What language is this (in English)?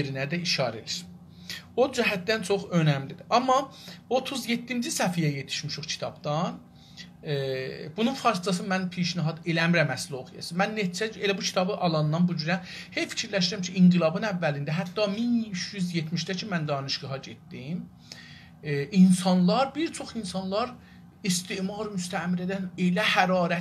South Azerbaijani